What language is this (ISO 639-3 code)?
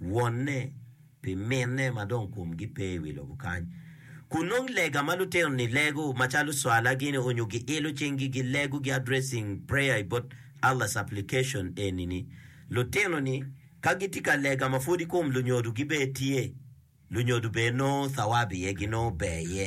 ach